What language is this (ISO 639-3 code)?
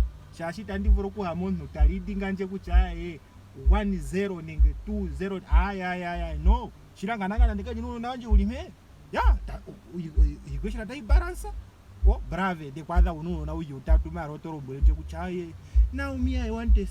ndo